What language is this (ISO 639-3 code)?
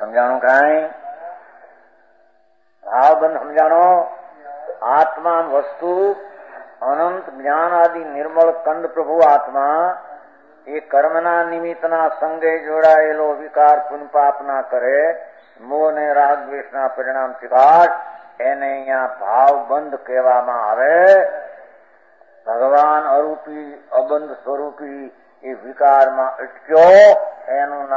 guj